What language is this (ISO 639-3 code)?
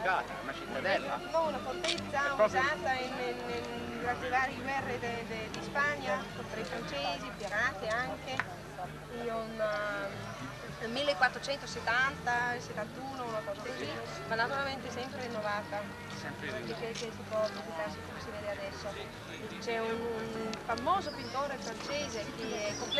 ita